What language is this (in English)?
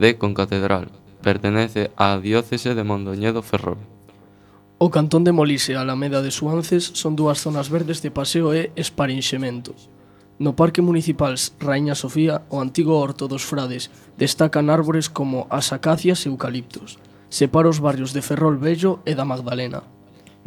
Galician